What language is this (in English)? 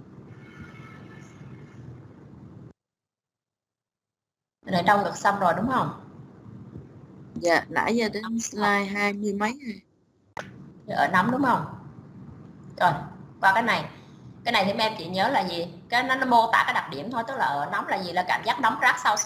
Vietnamese